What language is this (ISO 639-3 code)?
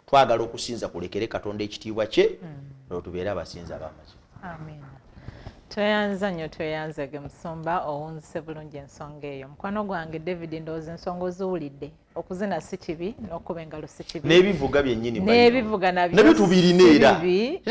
lug